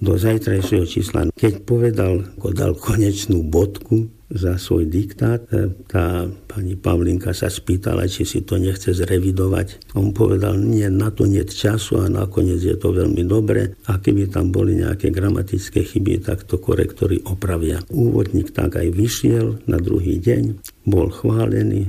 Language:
Slovak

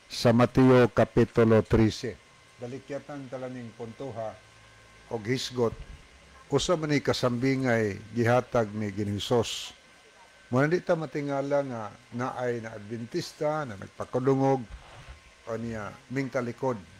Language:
Cebuano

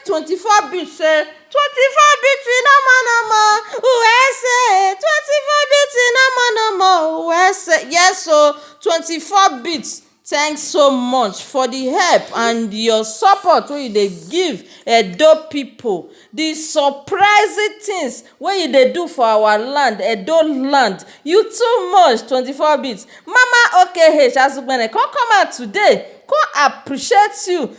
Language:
Nigerian Pidgin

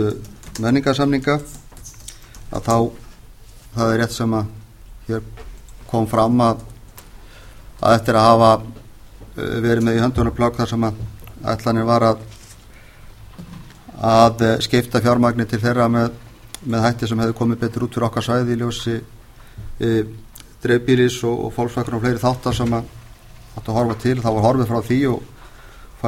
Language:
Icelandic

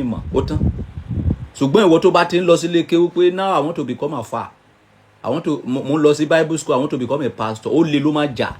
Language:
Yoruba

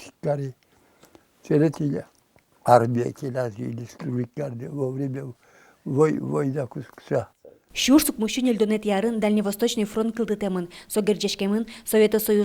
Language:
Udmurt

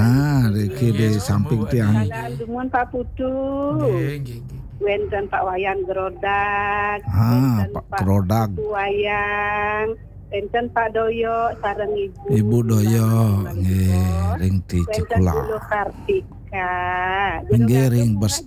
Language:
Balinese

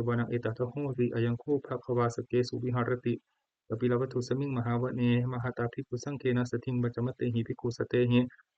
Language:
Pali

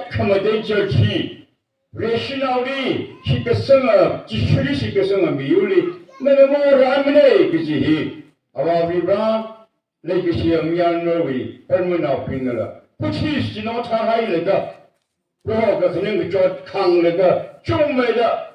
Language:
Tangkhul Naga (India)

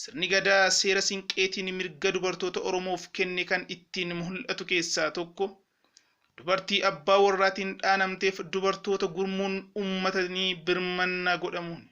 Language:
Oromo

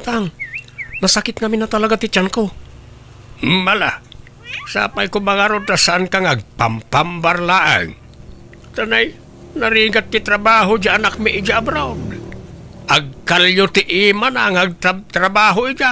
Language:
Iloko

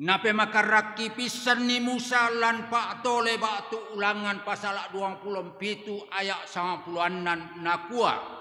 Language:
Toraja-Sa'dan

